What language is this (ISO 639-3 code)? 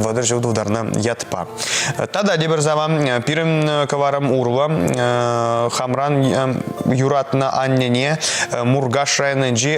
chv